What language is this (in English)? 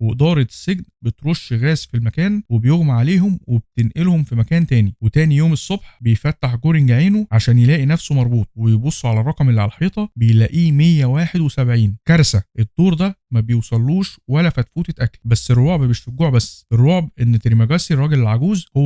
Egyptian Arabic